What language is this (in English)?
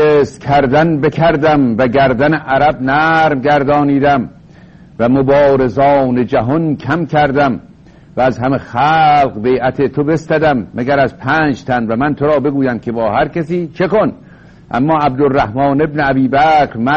Persian